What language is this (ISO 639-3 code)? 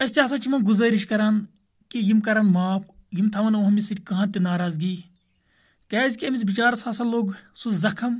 kas